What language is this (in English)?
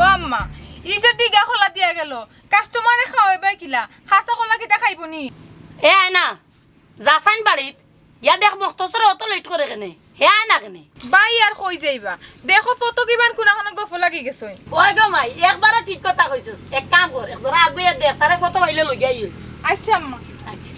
Sylheti